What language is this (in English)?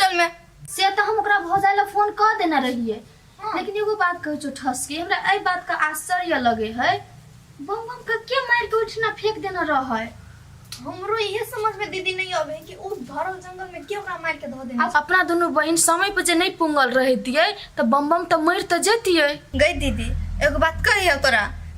Maithili